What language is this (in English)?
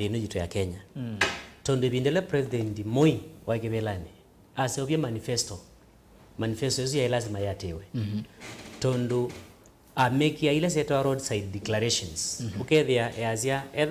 Kamba